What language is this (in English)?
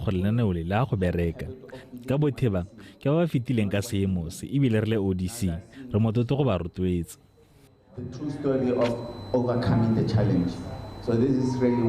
Tswana